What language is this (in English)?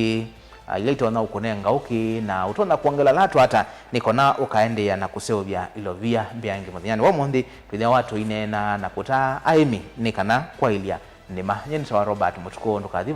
Kamba